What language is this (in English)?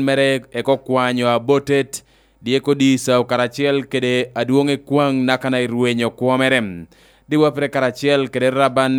Lango (Uganda)